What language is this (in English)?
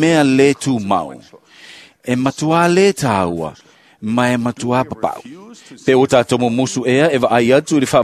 Samoan